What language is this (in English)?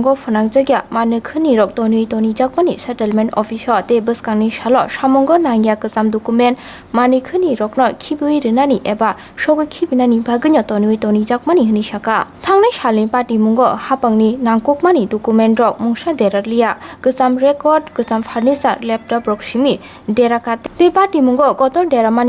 Kok Borok